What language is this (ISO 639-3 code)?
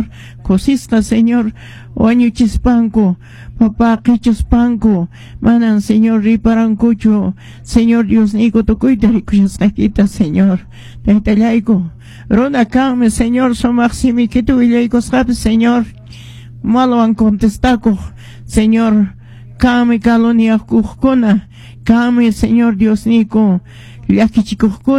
que